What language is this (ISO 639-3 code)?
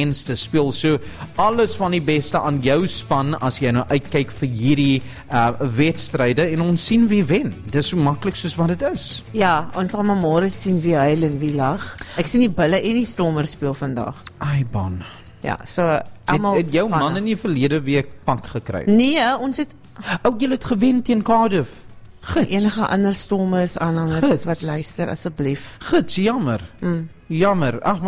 afr